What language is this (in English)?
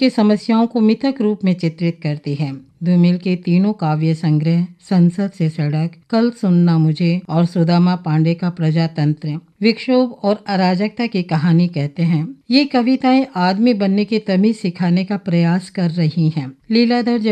Hindi